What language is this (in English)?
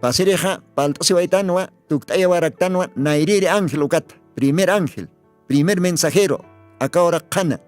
Aymara